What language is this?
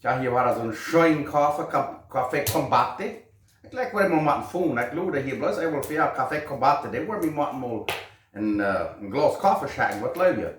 Plautdietsch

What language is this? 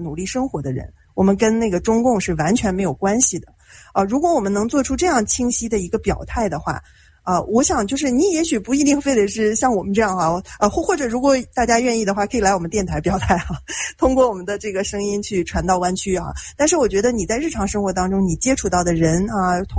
Chinese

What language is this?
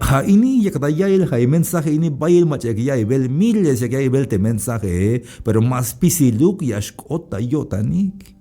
Tzeltal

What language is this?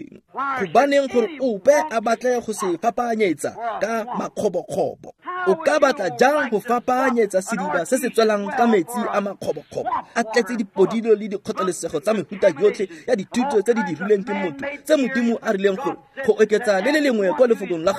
Tswana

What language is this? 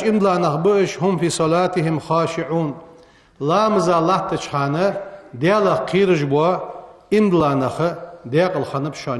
Ingush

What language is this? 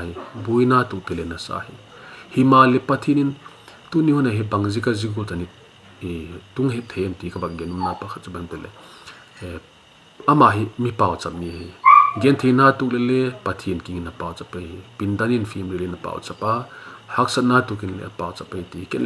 Vaiphei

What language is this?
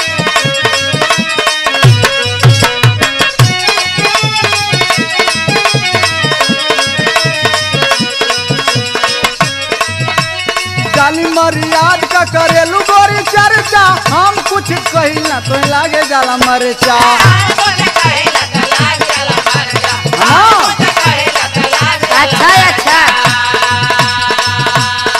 Bhojpuri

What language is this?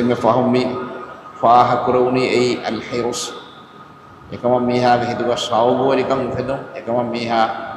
Divehi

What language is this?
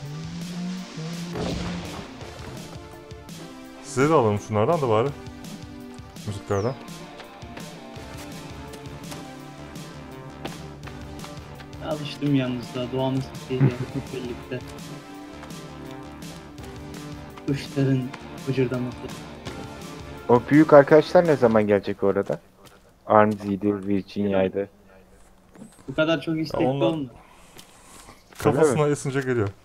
Turkish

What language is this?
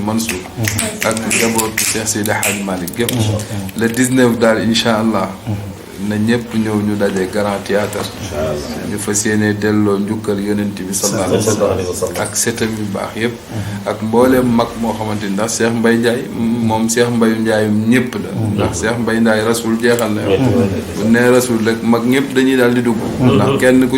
Wolof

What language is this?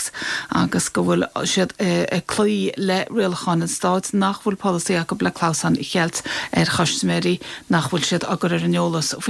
Irish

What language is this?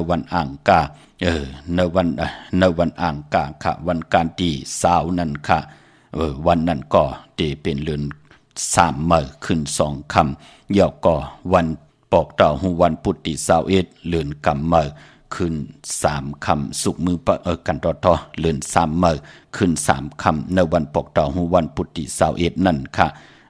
Shan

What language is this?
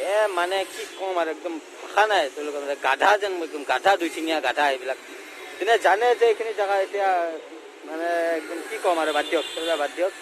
Assamese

